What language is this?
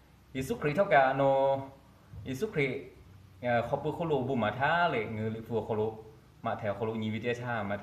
Lahu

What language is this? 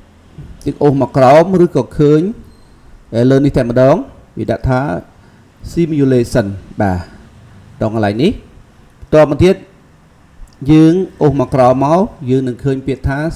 Khmer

